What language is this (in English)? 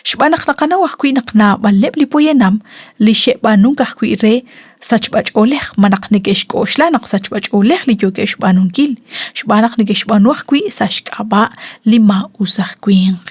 Kekchí